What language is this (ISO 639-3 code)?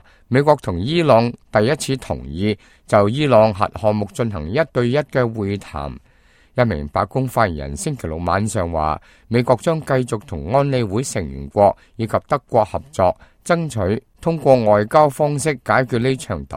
yue